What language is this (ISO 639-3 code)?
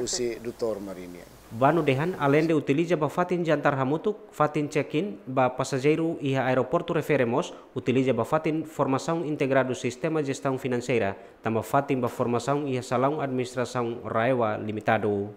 tet